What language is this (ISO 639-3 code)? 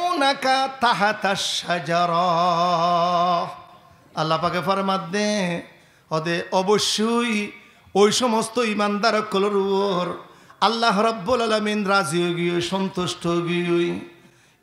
rhg